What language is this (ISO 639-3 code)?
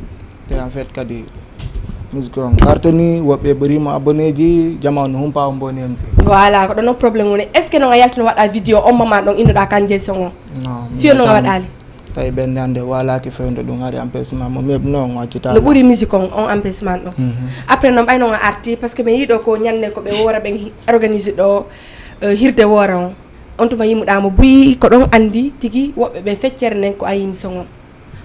ful